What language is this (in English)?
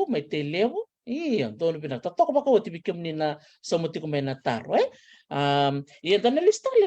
Fijian